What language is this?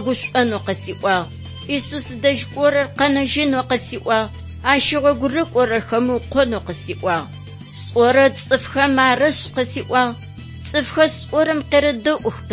Adyghe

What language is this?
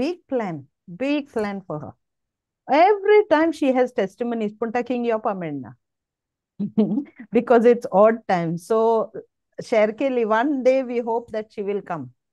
Konkani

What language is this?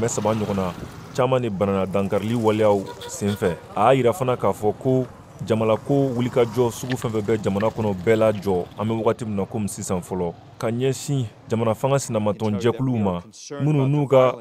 Bambara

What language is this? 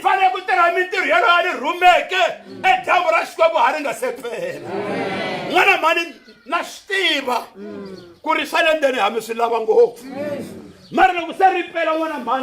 Tsonga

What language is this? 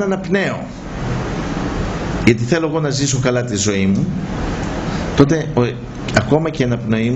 Greek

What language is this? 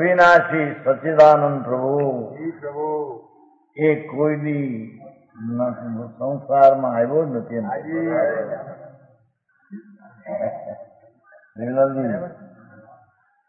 Gujarati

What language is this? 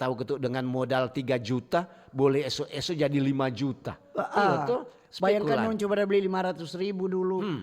Manado Malay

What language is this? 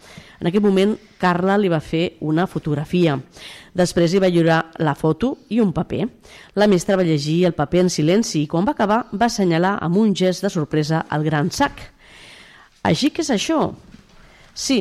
Catalan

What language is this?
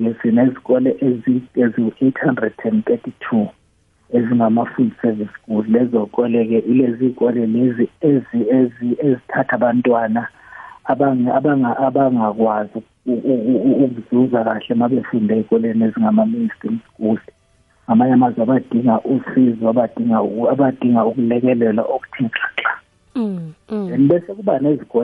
South Ndebele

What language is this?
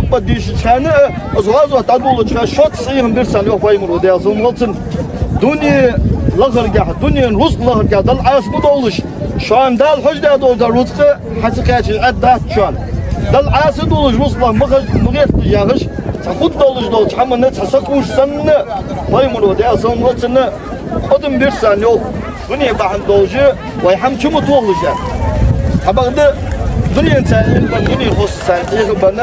Ingush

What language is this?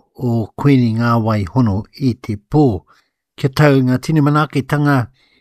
Māori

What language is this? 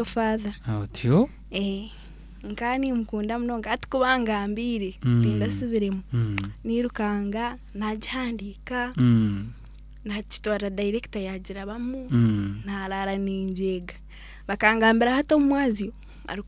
Nyankole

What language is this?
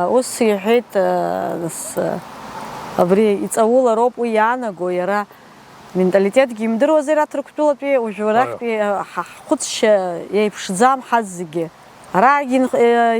Abkhazian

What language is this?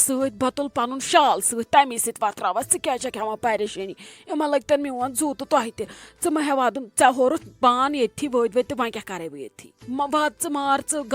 Kashmiri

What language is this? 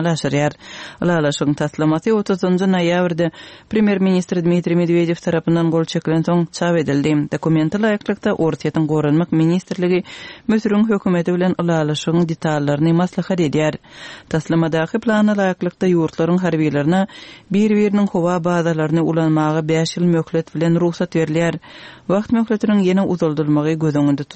Turkmen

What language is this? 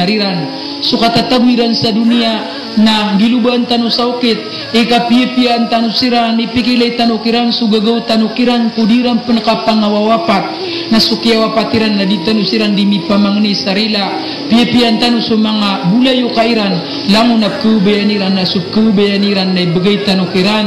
Maranao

